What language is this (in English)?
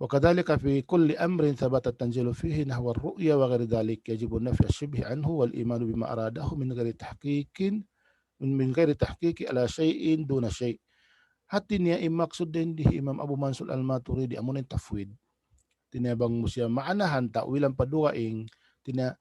Tausug